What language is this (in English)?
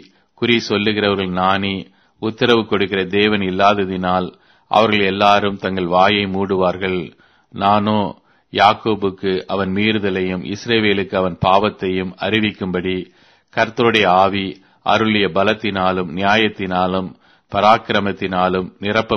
Tamil